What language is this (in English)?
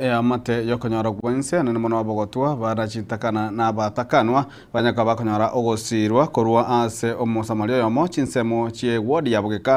Gusii